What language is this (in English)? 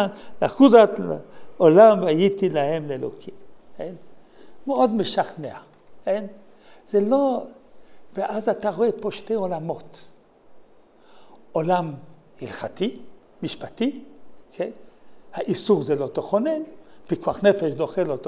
Hebrew